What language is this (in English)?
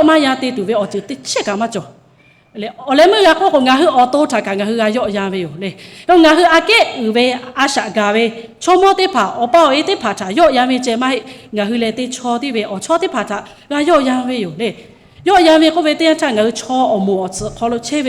Lahu